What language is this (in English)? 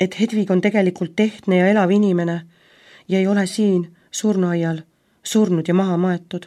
Estonian